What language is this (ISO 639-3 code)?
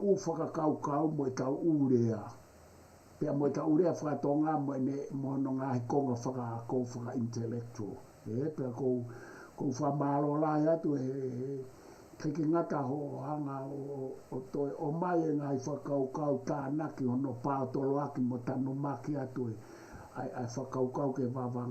ton